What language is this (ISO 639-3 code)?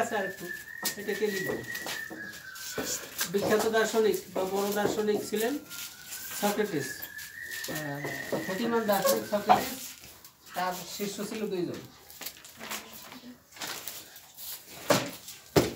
ben